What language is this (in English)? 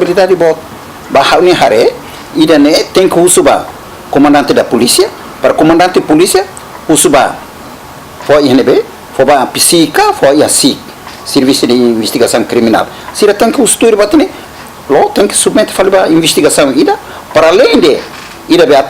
Tetum